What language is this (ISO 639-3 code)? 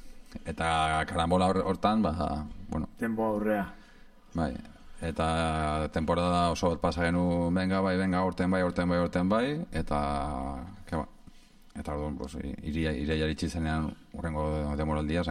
eus